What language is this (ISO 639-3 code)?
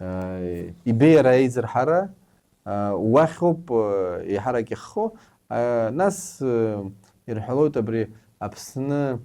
abk